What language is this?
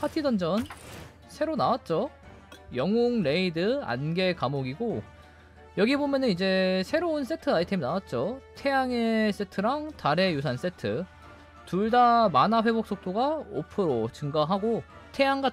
Korean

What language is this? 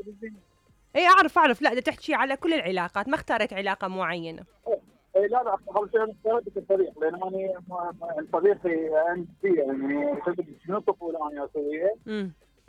Mesopotamian Arabic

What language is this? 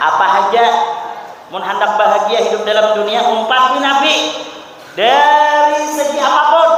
Banjar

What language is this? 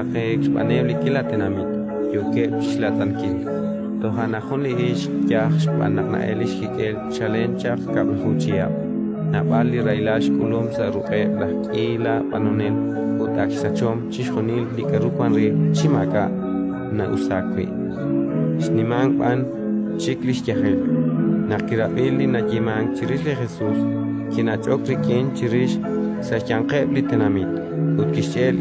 Kekchí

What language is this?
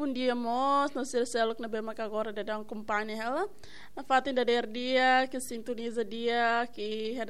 Tetum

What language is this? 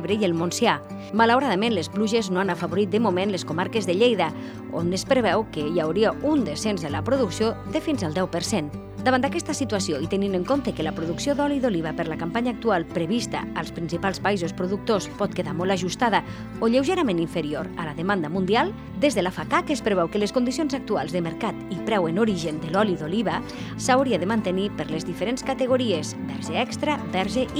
Catalan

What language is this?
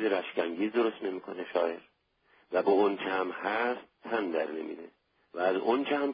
Persian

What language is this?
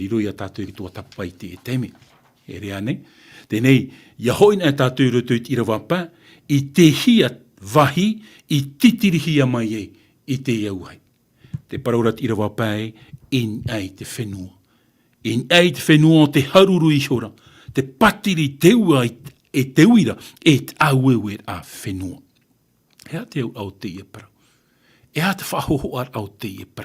Tahitian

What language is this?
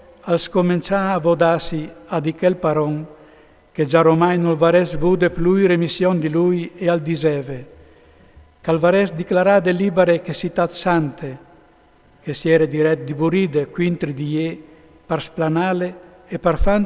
Friulian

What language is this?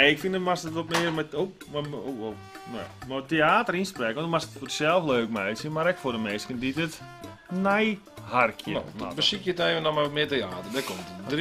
Western Frisian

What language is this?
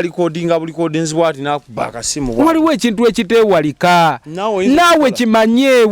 Ganda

